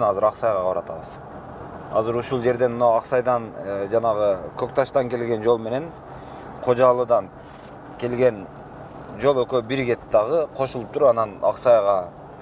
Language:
Kyrgyz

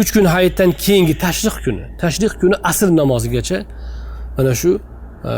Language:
Uzbek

